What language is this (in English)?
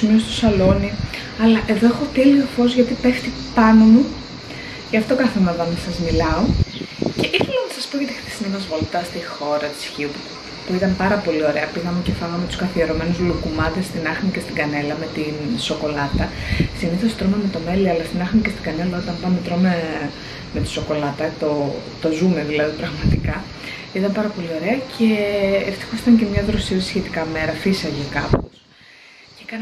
Greek